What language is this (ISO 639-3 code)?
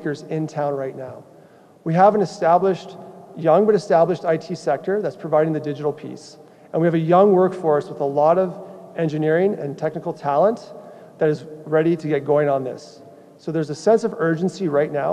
eng